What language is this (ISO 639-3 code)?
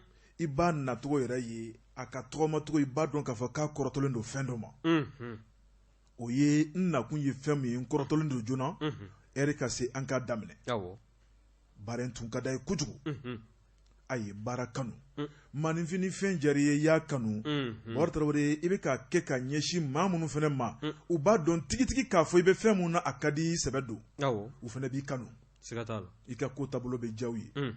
bam